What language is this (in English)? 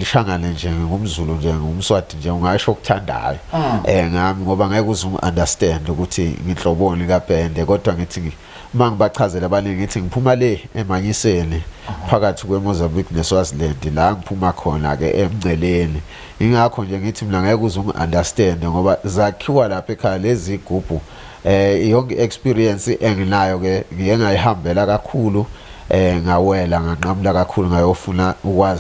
Zulu